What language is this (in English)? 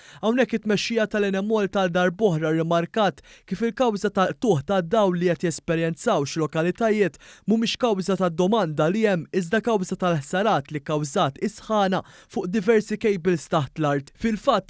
Maltese